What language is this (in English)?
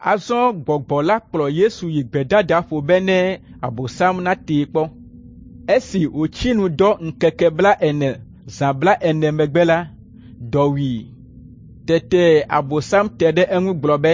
Ewe